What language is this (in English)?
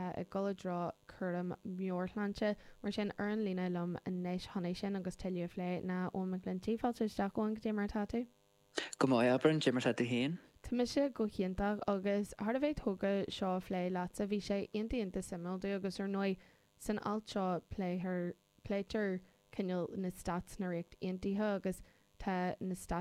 Irish